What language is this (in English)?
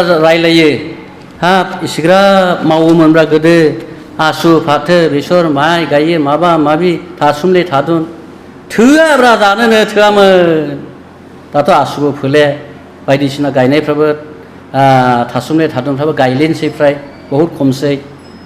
Bodo